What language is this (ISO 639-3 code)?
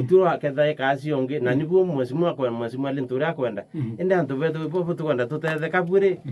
mer